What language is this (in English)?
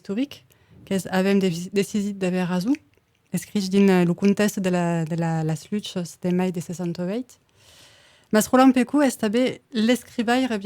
Occitan